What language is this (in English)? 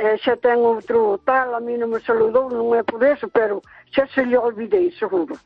Galician